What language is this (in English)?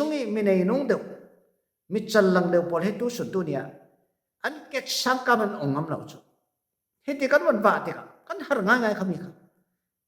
Falam Chin